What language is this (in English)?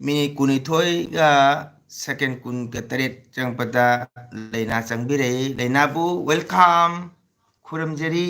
Manipuri